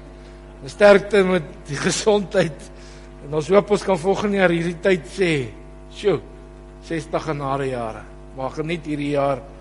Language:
Afrikaans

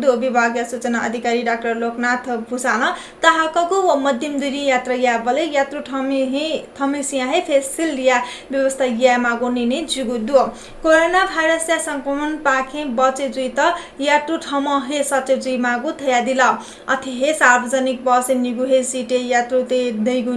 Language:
Newari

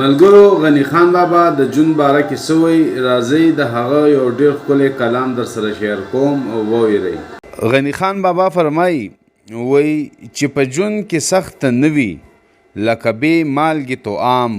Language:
Pashto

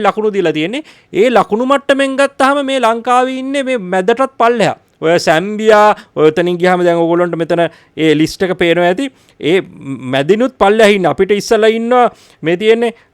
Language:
Sinhala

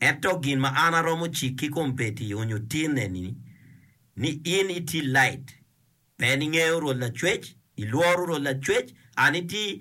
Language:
Acoli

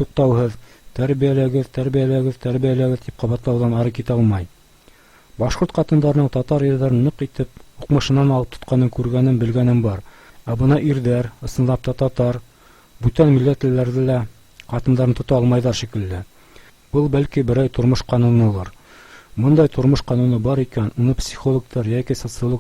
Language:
Bashkir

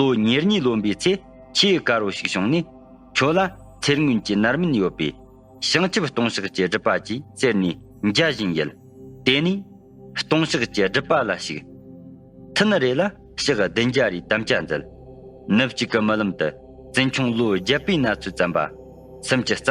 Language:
Tibetan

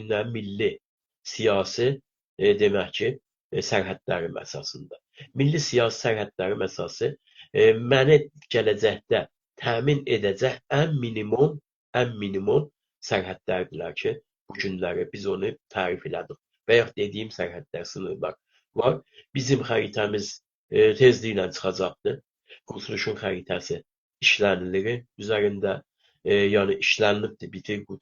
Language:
South Azerbaijani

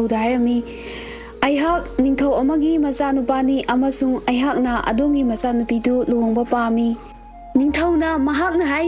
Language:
Manipuri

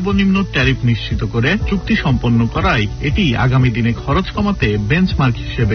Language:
Bangla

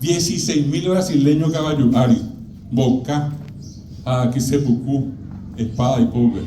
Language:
Guarani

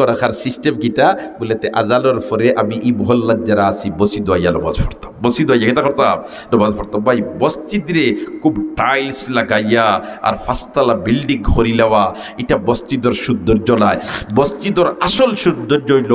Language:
Sylheti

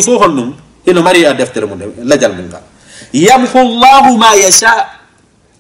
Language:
Fula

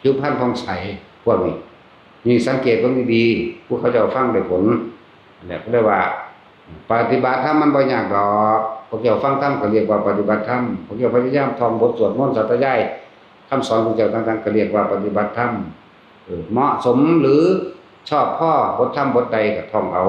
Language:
Northeastern Thai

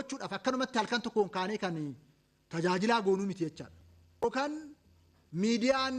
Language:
Oromo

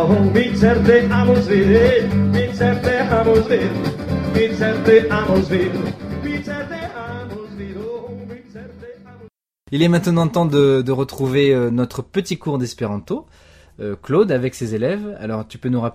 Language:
French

